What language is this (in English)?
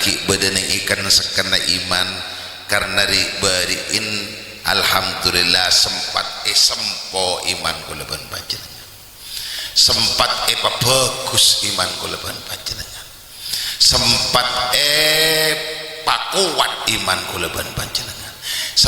Madurese